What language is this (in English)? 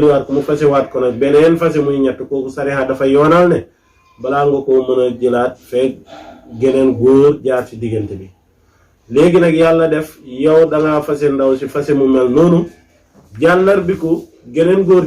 Wolof